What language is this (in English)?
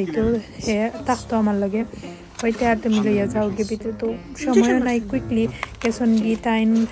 Sylheti